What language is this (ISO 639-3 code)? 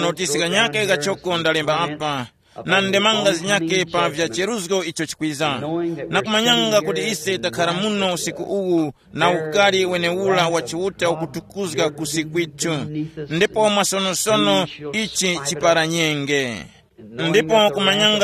tum